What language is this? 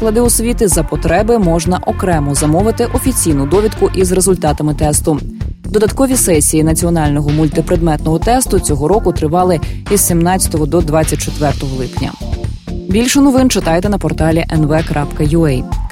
Ukrainian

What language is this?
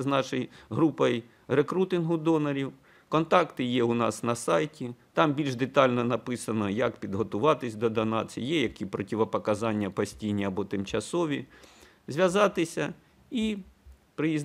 Ukrainian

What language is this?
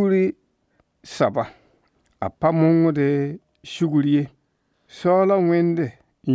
Mossi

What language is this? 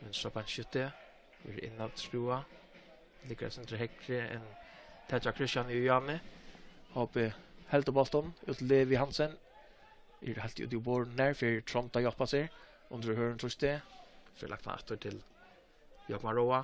Faroese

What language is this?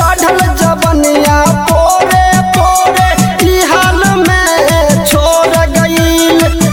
Bhojpuri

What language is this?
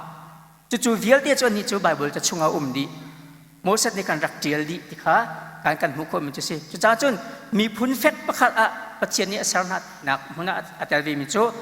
Hakha Chin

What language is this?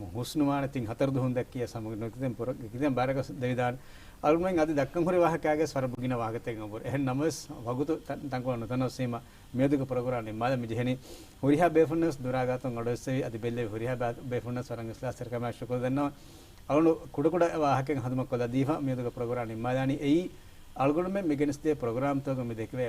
Divehi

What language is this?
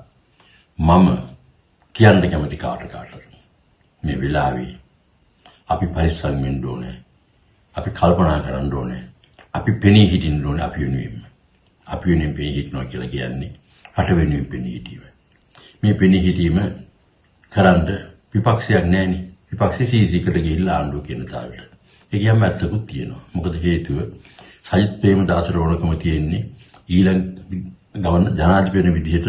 Sinhala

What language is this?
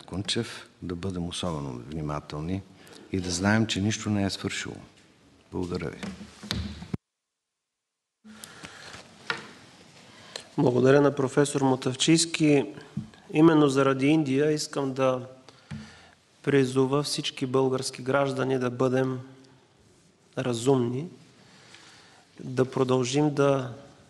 Bulgarian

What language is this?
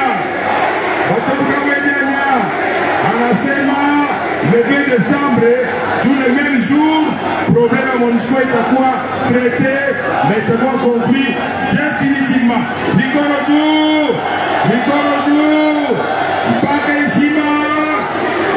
Swahili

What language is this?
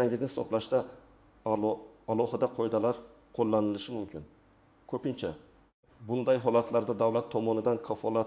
Uzbek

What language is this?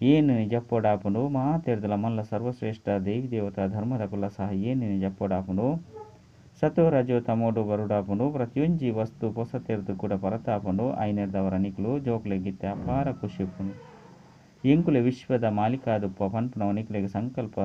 Tulu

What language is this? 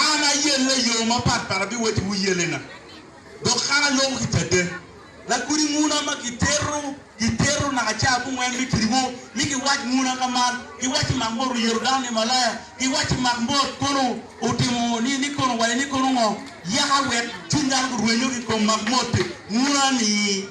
Acoli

